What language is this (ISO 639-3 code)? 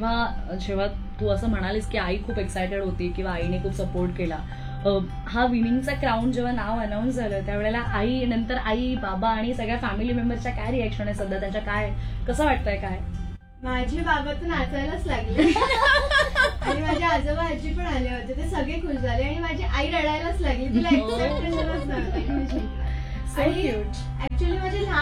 mar